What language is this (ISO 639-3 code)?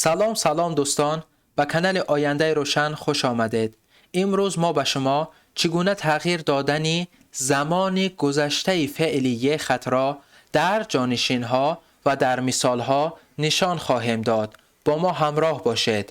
tgk